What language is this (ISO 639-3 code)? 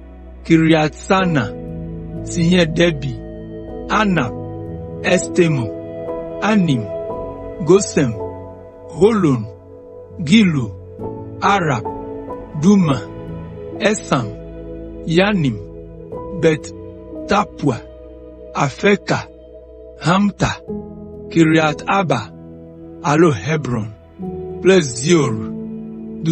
ewe